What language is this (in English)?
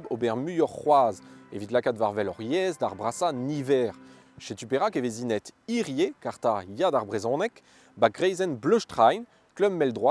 Breton